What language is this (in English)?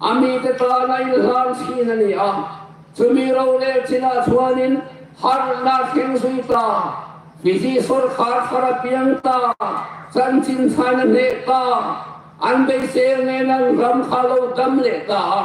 Hmar